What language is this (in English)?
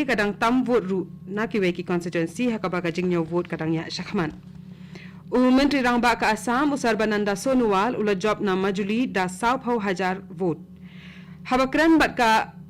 Khasi